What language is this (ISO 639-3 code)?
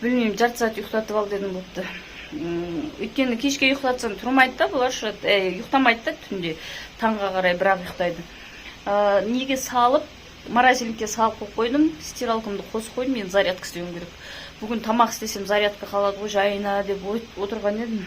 kaz